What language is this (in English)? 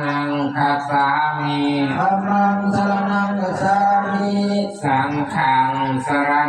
Pali